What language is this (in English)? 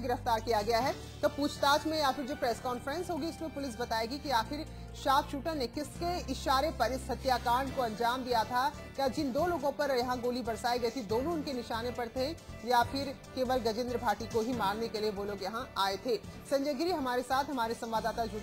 Hindi